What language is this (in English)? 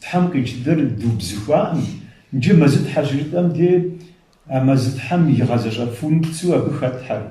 Kabardian